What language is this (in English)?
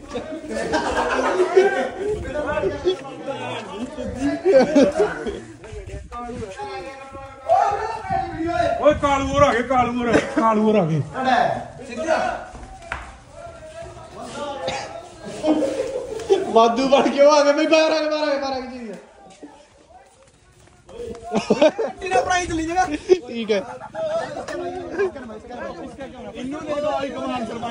Punjabi